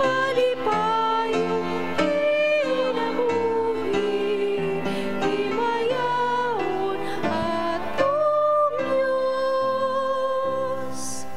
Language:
Cebuano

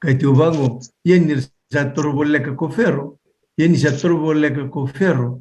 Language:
Fijian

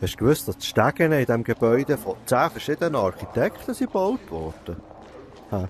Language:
Swiss German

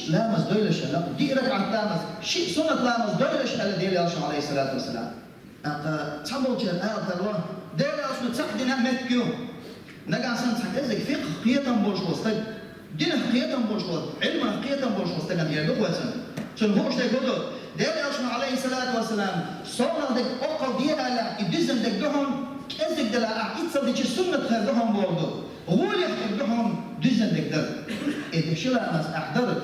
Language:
Chechen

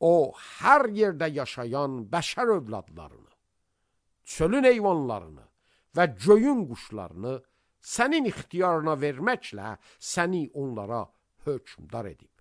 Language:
Azerbaijani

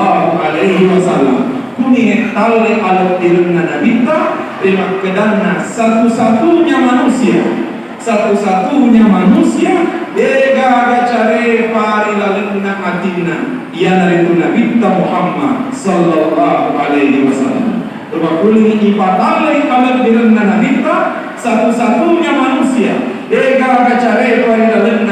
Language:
Buginese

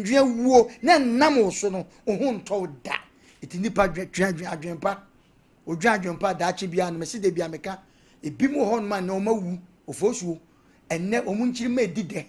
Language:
Akan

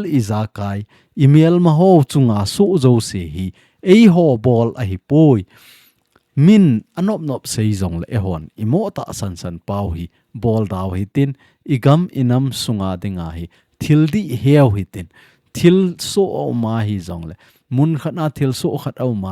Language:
Thado Chin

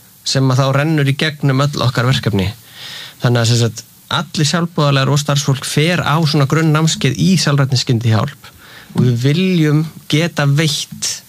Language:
Icelandic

